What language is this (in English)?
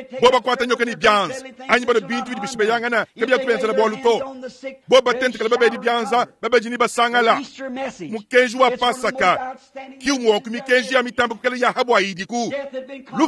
Luba-Lulua